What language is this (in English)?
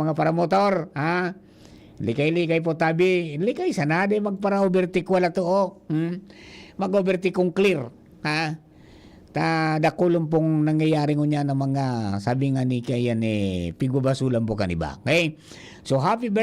Bikol